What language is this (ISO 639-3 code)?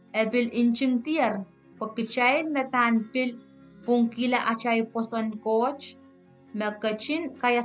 pon